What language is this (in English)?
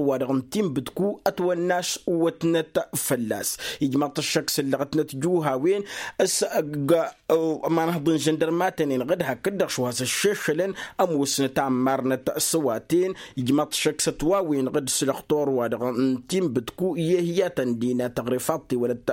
Tamasheq